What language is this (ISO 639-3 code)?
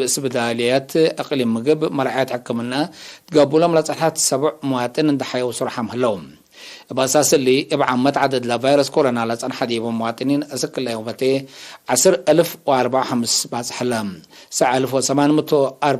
tig